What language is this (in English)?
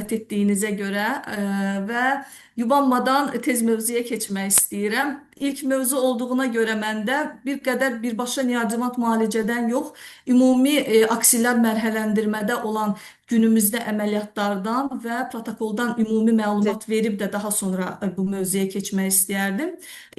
Azerbaijani